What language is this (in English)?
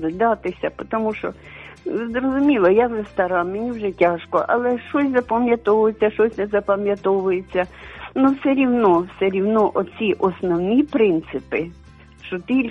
Ukrainian